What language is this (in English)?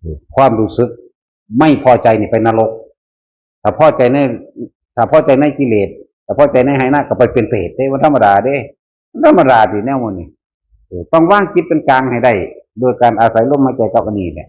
Northeastern Thai